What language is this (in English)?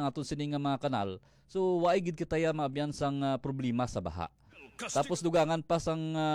Hiligaynon